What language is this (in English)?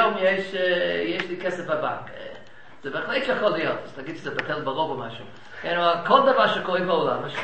Hebrew